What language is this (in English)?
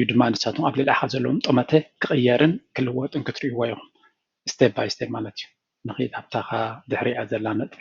Tigrinya